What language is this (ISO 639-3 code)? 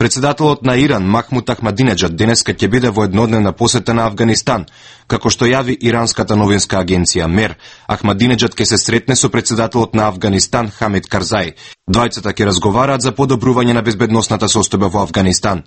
mkd